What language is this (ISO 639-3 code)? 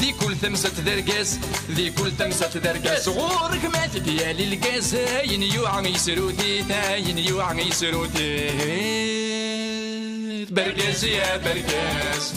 kab